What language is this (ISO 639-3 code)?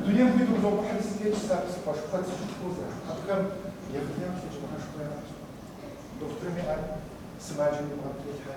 kbd